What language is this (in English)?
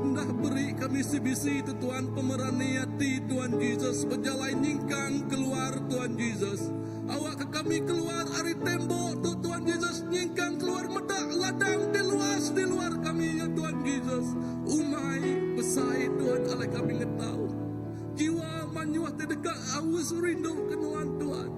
Iban